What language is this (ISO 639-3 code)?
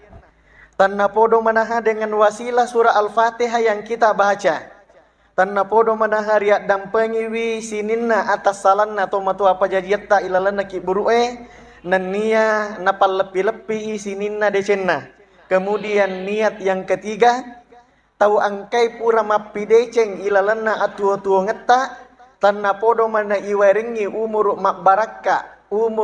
bug